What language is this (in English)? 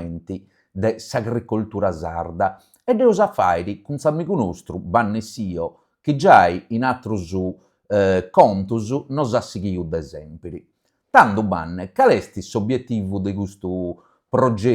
Sardinian